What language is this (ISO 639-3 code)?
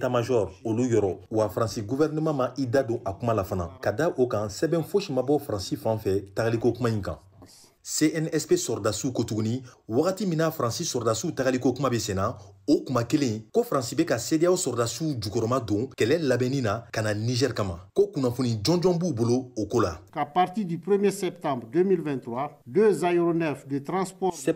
bam